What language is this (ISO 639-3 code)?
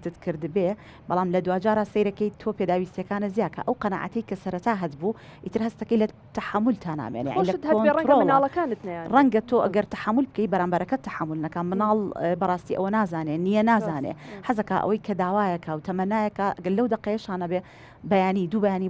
ckb